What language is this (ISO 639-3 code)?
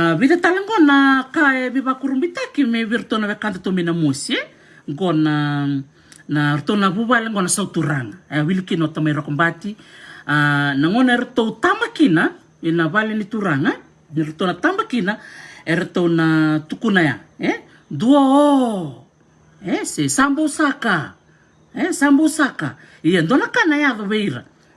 fij